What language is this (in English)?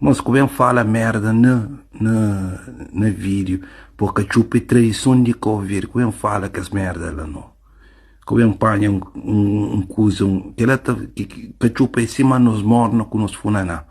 Kabuverdianu